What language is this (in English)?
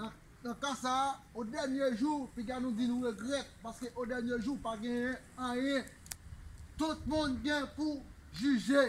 Haitian Creole